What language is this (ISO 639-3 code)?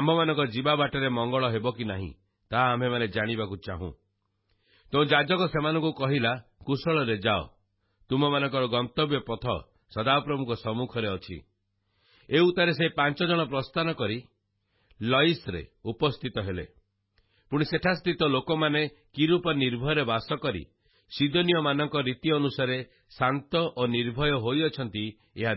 ori